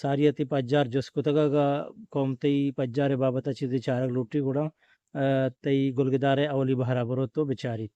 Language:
Eastern Balochi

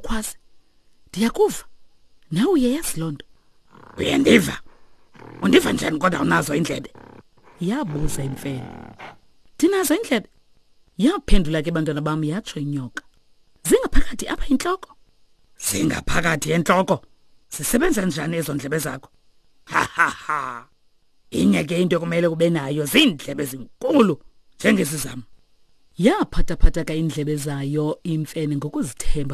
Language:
Xhosa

